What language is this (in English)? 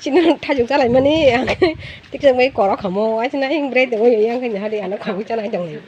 Kok Borok